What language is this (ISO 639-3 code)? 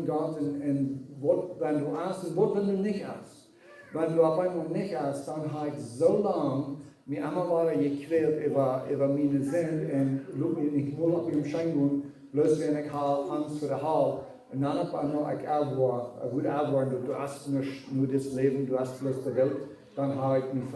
pdt